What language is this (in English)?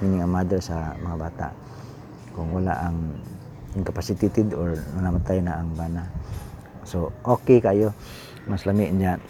Cebuano